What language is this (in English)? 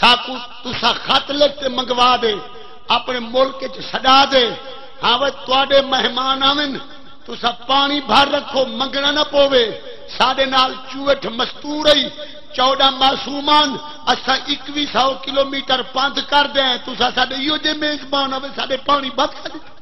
Saraiki